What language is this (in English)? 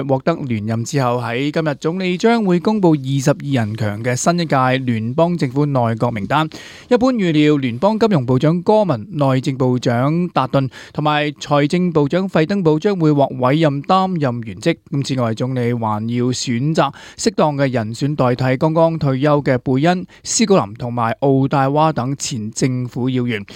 Cantonese